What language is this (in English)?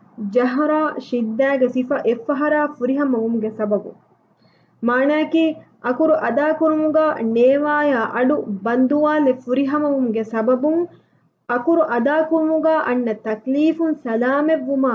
Divehi